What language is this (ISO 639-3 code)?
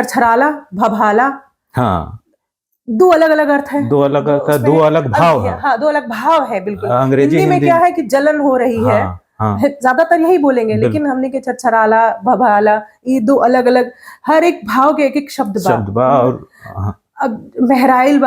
bho